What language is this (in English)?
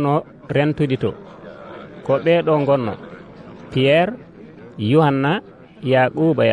Nigerian Fulfulde